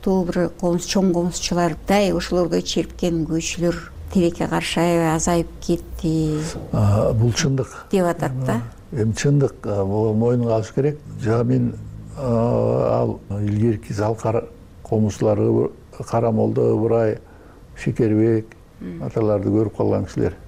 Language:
Kyrgyz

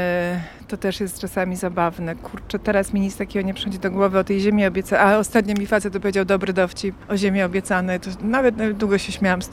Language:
Polish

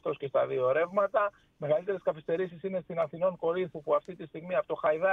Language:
Greek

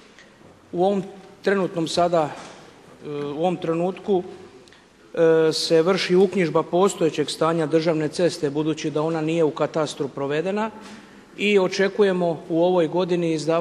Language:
Croatian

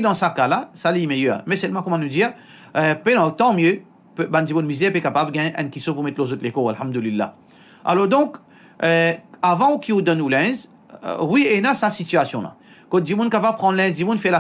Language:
Morisyen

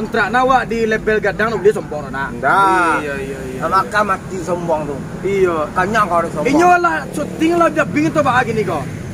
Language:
Minangkabau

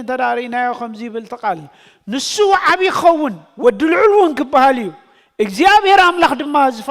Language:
Tigrinya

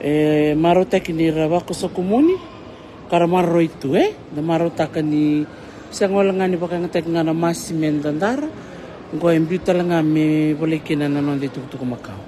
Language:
Fijian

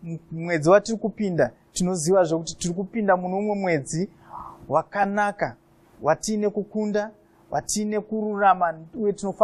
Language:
Shona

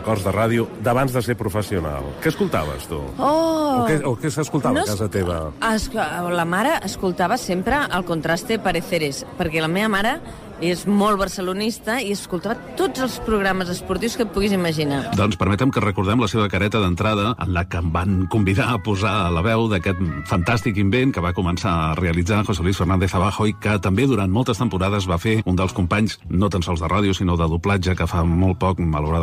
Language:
Catalan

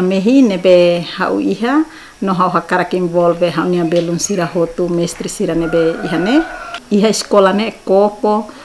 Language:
Tetum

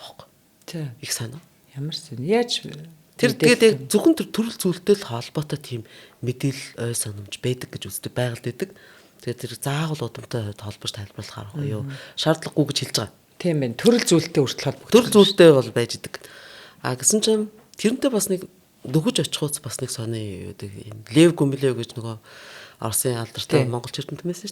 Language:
Mongolian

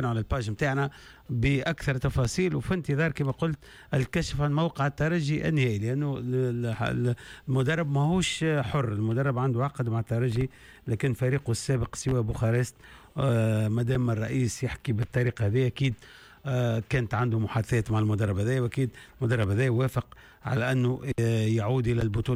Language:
Tunisian Arabic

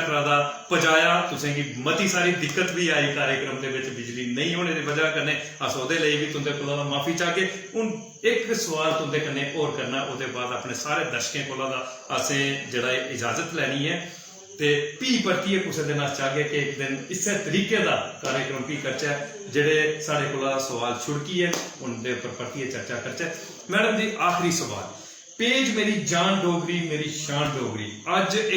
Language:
Dogri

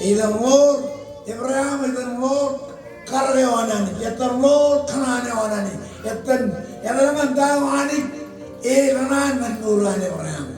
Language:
Marshallese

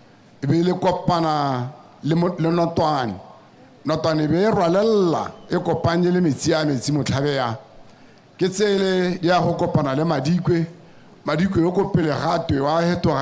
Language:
Tswana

